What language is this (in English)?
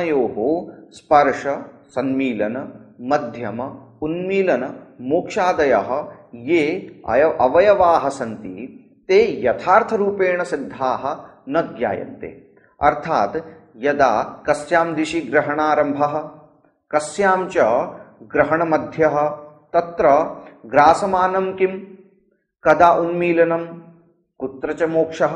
Sanskrit